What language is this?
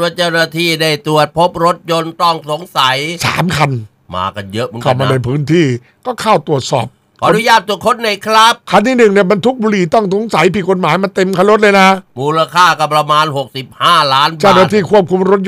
Thai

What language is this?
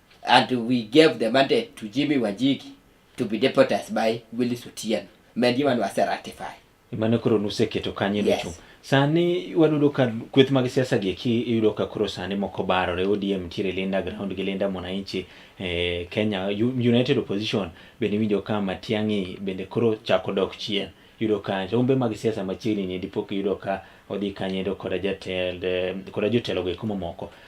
Luo (Kenya and Tanzania)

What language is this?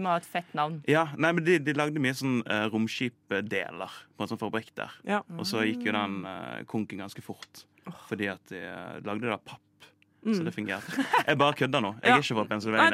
Norwegian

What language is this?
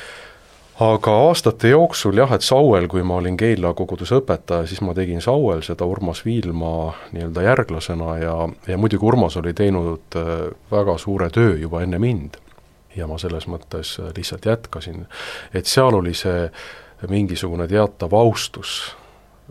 Estonian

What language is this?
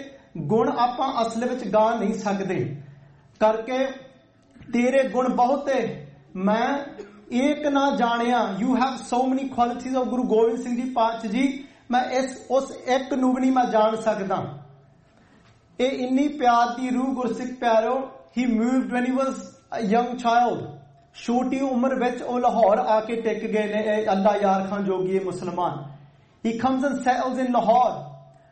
Punjabi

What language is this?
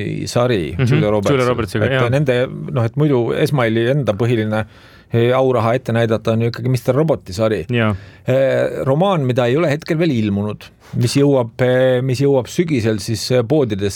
Estonian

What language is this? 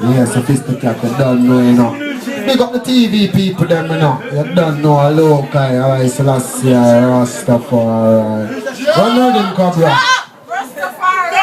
Jamaican Creole English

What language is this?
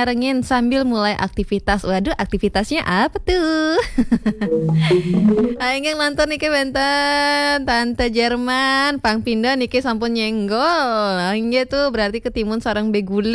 Balinese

